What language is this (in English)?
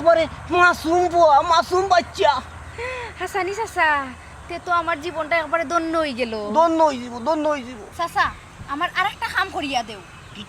Sylheti